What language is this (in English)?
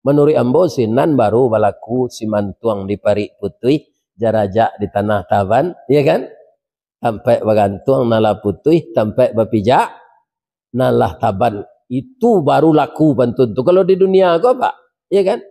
Minangkabau